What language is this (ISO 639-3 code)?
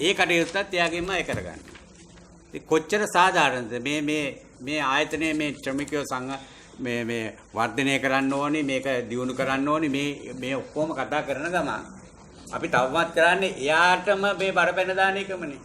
sin